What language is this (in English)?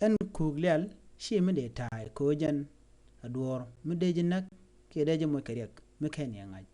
Nuer